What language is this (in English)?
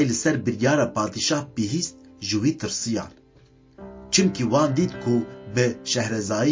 Kurdish